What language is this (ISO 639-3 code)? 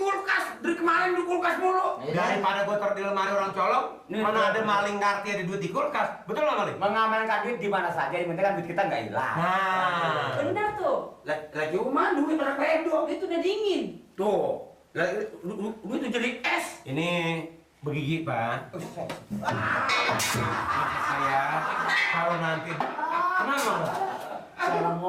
bew